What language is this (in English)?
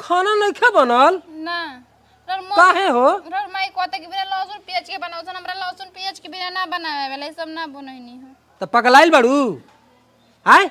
Bhojpuri